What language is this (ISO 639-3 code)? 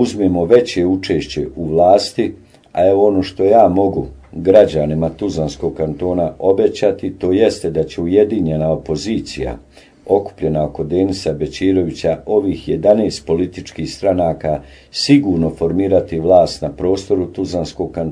bos